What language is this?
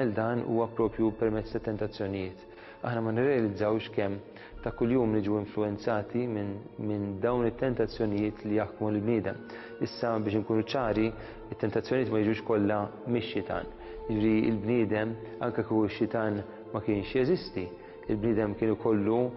Maltese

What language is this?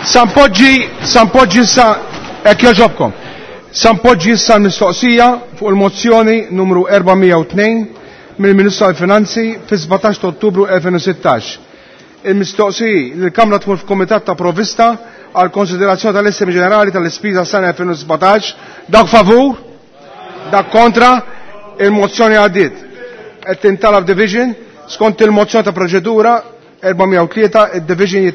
Maltese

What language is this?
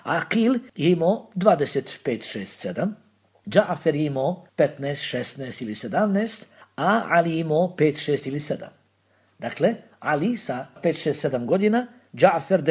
Bosnian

